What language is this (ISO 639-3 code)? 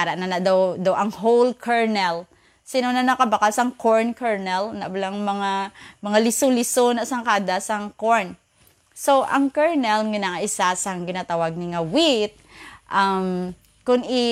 hil